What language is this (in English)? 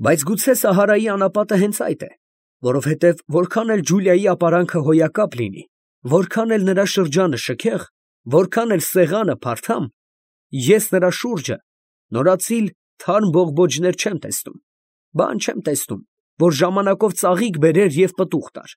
Armenian